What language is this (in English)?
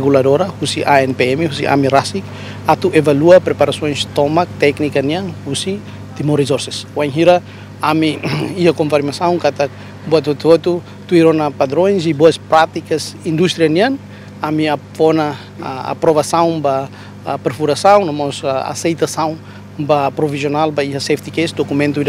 Tetum